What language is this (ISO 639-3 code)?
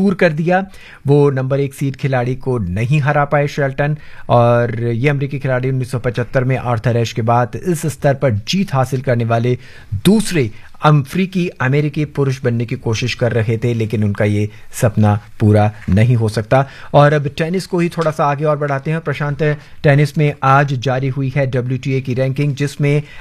hin